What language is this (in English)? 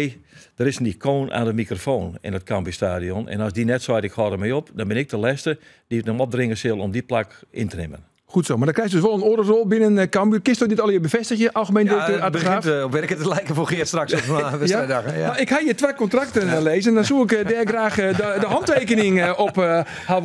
Western Frisian